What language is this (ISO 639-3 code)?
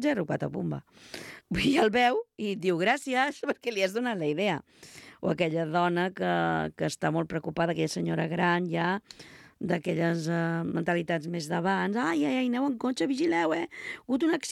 cat